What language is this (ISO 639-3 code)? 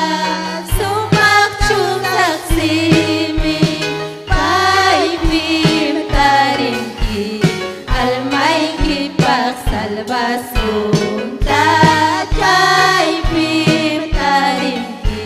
quy